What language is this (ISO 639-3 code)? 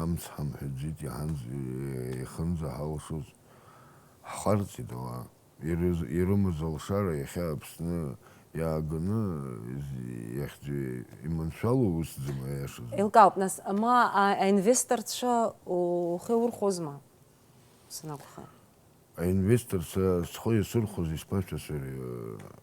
abk